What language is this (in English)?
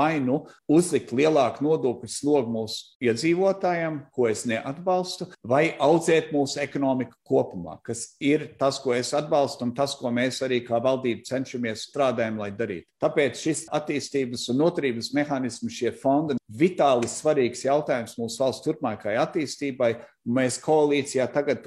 Latvian